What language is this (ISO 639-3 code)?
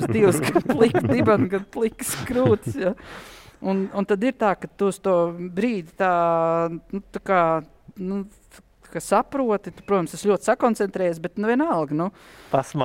lav